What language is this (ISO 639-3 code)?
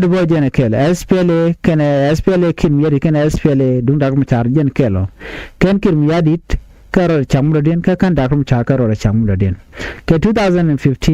nus